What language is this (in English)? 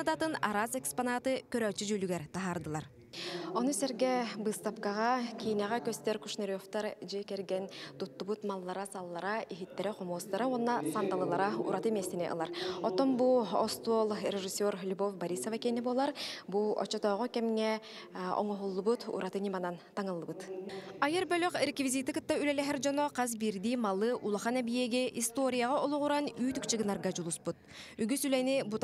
Yakut